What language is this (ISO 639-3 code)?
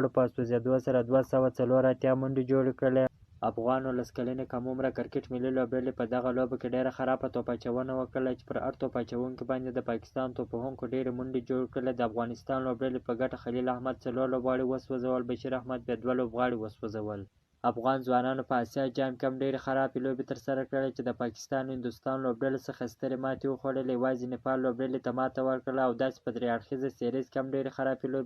pus